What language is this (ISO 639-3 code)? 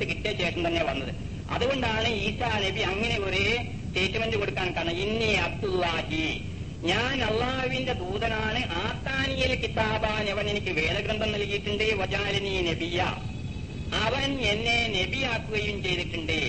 mal